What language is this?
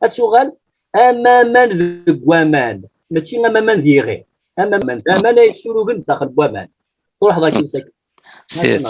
Kabyle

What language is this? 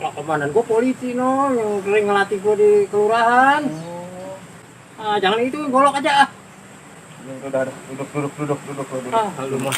Betawi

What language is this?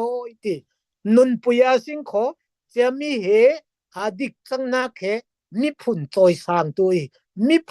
Falam Chin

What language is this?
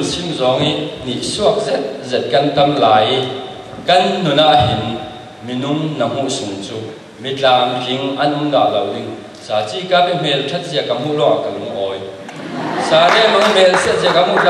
Falam Chin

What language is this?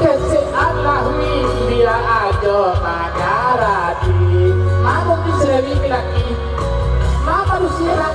Minangkabau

